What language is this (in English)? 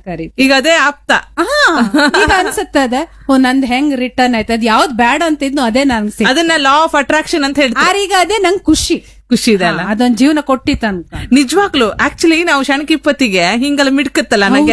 Kannada